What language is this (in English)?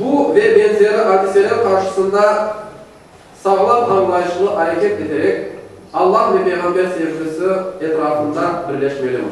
Crimean Tatar